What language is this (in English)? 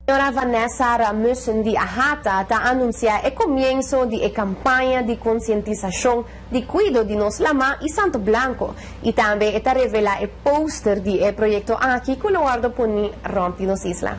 Papiamento